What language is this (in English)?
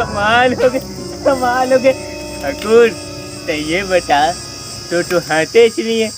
Chhattisgarhi